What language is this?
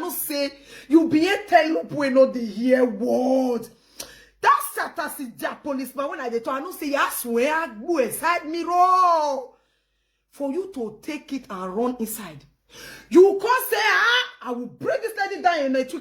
Nigerian Pidgin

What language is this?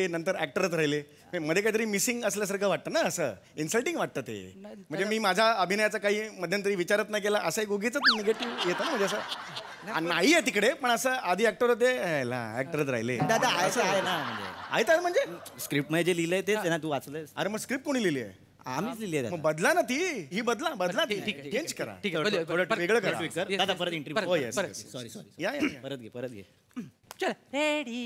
Marathi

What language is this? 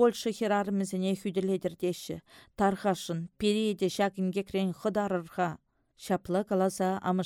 Chuvash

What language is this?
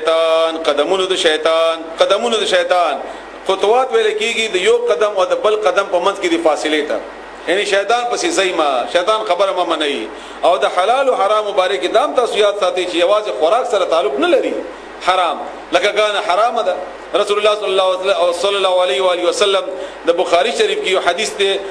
Pashto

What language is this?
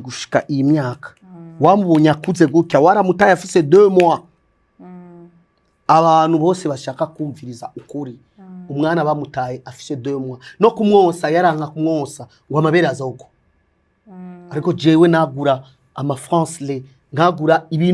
Rundi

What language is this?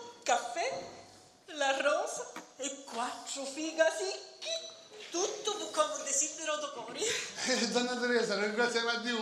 Sicilian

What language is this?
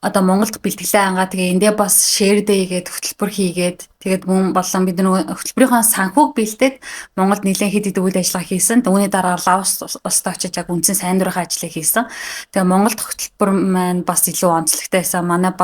Mongolian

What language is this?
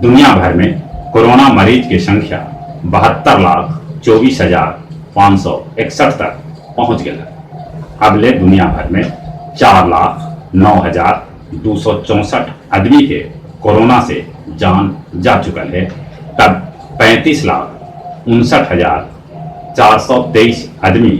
Magahi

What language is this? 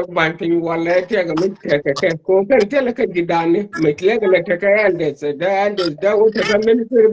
Nuer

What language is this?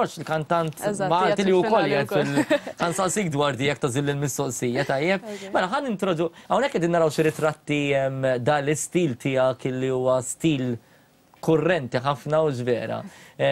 Maltese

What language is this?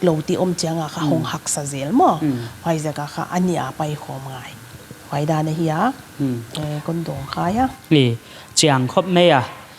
Paite Chin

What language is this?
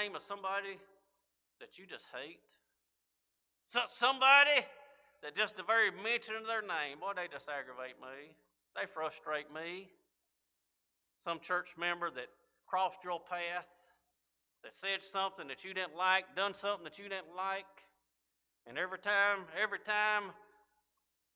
English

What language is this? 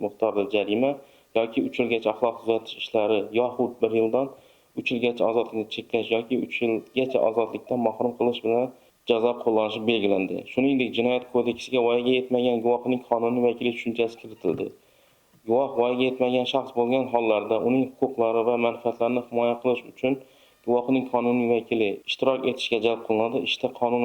Uzbek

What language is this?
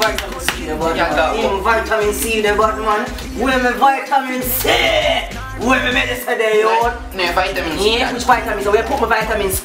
Jamaican Creole English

